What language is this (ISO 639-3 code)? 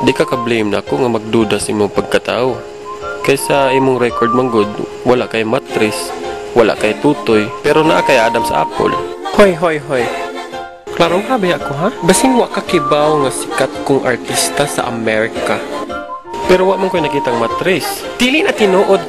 ceb